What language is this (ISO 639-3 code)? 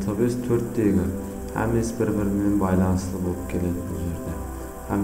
kaa